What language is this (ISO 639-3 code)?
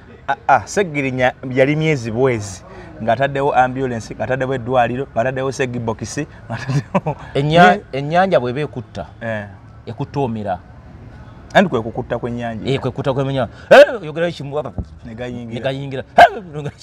lug